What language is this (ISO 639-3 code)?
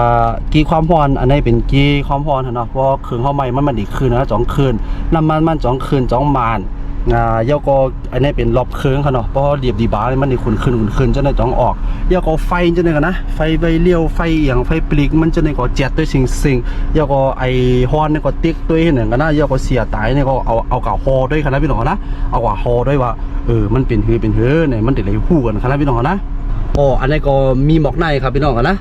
shn